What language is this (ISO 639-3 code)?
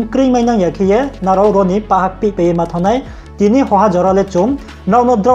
ria